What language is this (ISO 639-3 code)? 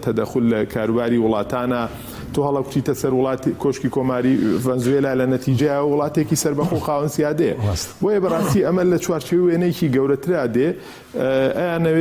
ckb